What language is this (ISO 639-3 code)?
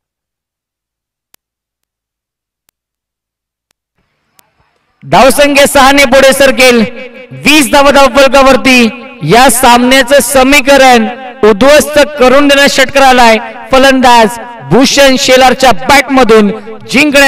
mar